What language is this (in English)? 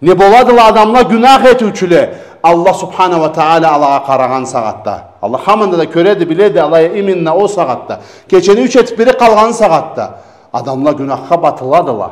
Karachay-Balkar